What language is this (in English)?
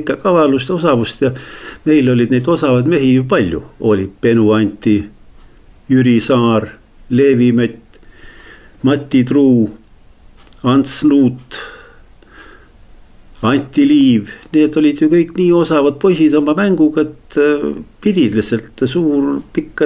Estonian